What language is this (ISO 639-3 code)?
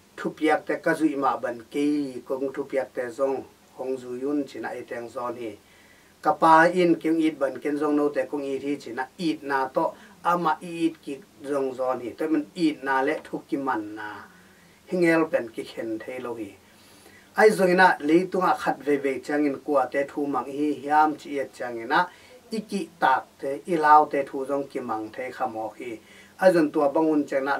ctd